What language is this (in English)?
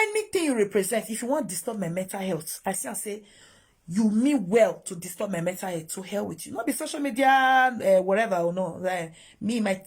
Nigerian Pidgin